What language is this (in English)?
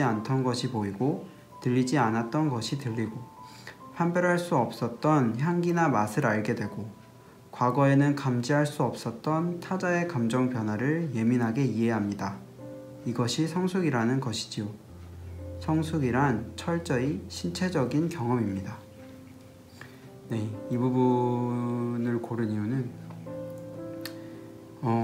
Korean